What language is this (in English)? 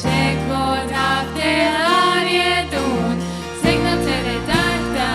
Plautdietsch